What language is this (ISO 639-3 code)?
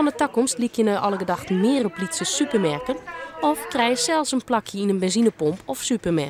fry